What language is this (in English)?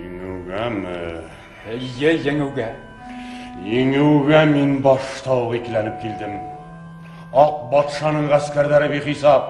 Bashkir